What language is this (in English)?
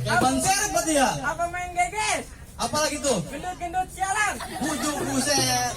Betawi